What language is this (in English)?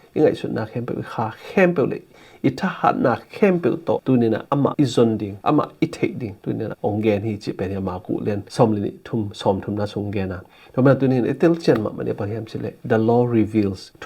Tedim Chin